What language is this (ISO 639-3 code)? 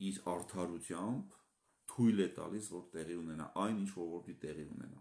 hye